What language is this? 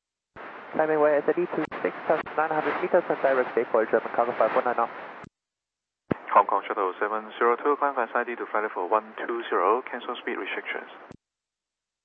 English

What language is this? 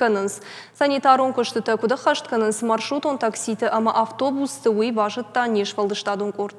Ossetic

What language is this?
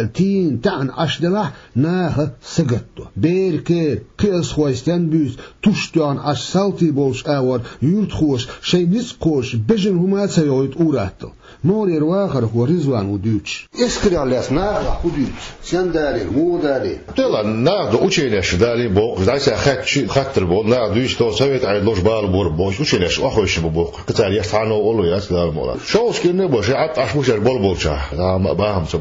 Chechen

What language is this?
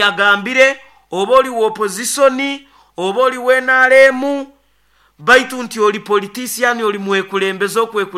Nyoro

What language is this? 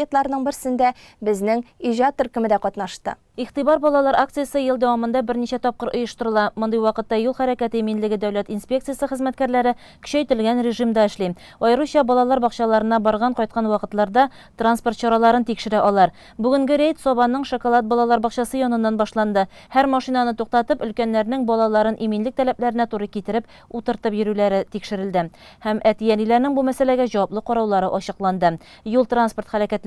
Tatar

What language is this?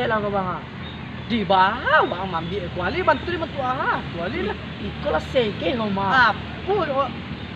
Minangkabau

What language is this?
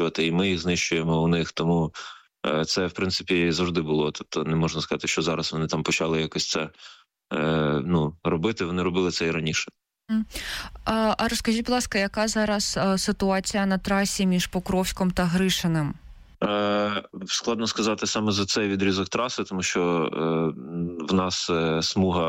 Ukrainian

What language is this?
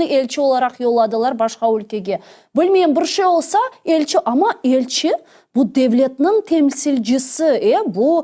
Crimean Tatar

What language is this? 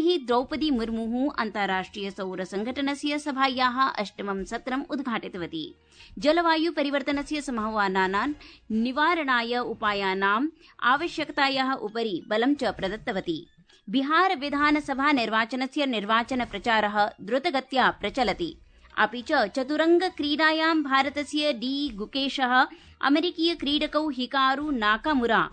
Sanskrit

